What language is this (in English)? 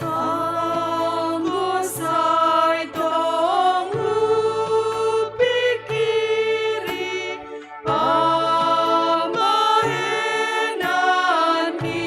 Batak Simalungun